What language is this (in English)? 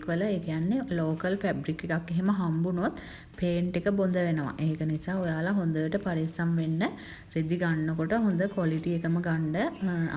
Sinhala